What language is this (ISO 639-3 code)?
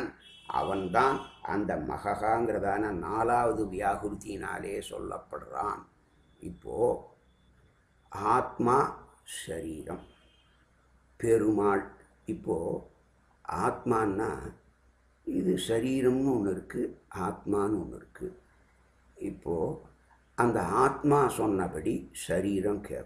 tam